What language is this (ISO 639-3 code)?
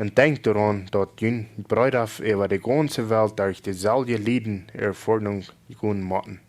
pdt